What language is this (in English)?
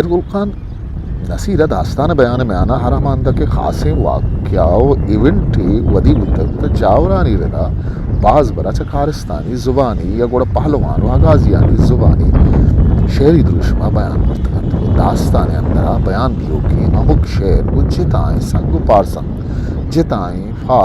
Eastern Balochi